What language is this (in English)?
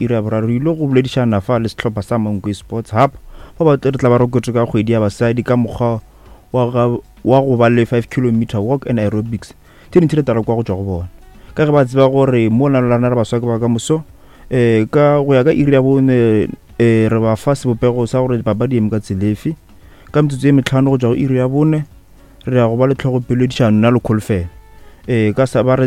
Northern Sotho